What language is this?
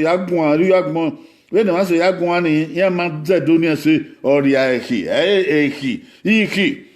Bini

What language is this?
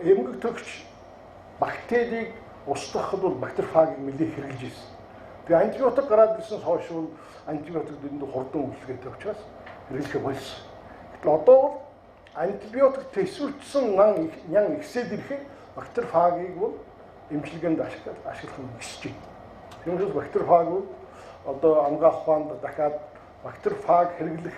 Mongolian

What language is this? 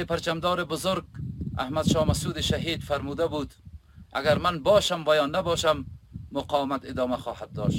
Persian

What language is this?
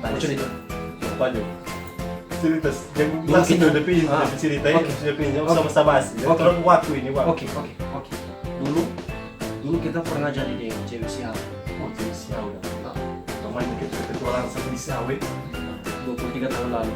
Manado Malay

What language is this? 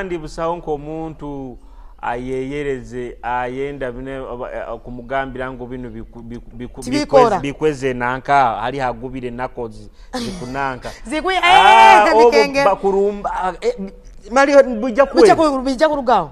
Tooro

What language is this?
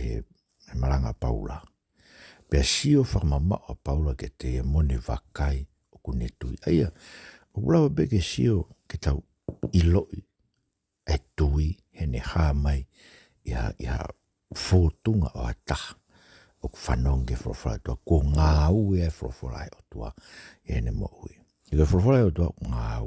Tongan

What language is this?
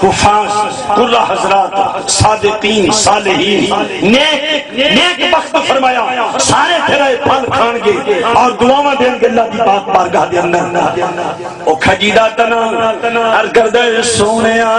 Saraiki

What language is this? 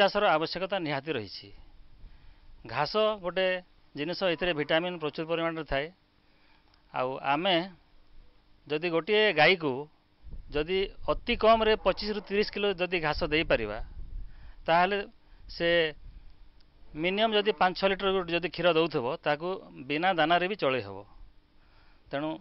Odia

